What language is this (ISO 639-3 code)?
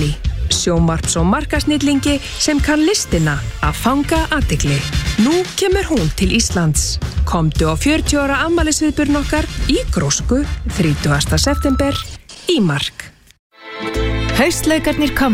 isl